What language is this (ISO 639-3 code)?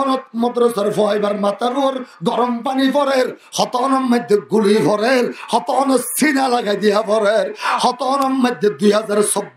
rhg